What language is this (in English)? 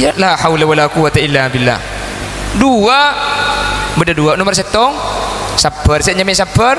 Madurese